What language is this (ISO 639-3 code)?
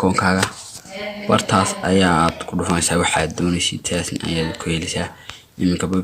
som